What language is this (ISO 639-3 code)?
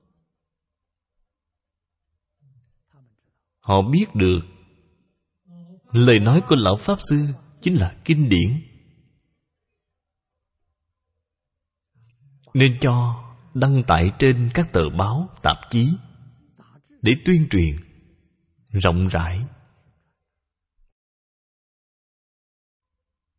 vie